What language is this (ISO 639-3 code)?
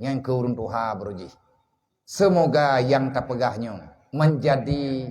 ace